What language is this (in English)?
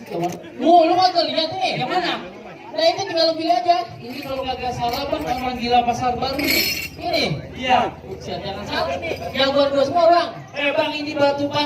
Betawi